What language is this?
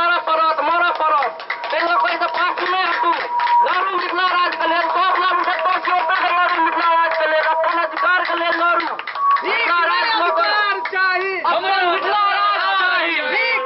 Maithili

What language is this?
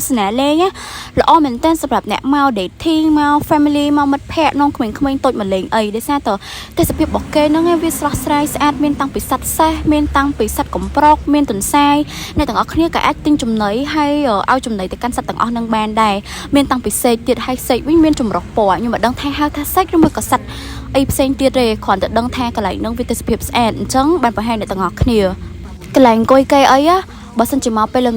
Khmer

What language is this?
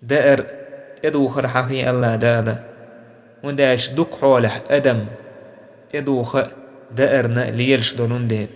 Chechen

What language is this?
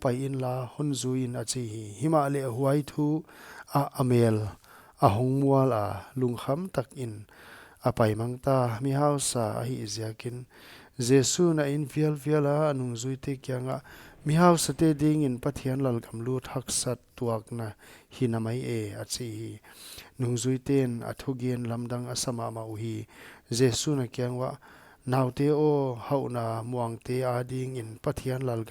Paite Chin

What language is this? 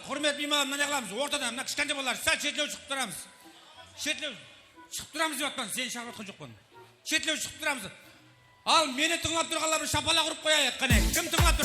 Kara-Kalpak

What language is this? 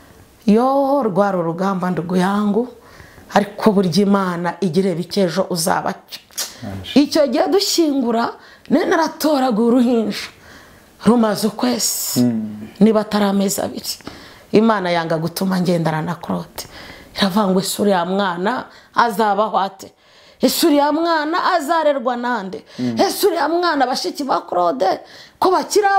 Kinyarwanda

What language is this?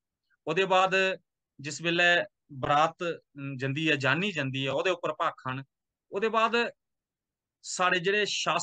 Dogri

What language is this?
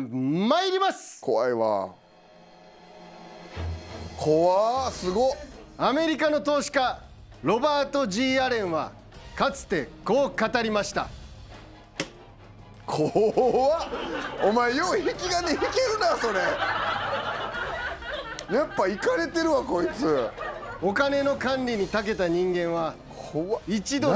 Japanese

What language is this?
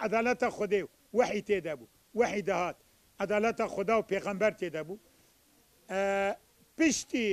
Kurdish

